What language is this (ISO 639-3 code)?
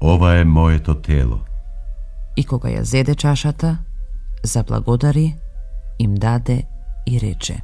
mkd